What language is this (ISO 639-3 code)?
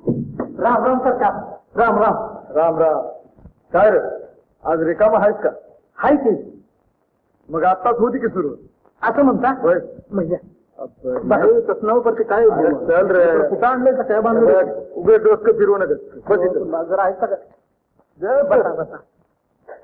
mar